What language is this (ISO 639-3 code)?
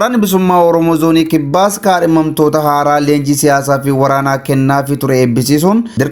orm